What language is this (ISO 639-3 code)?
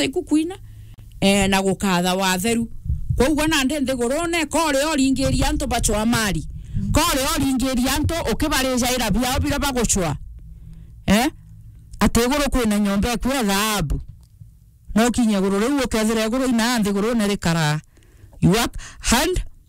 mer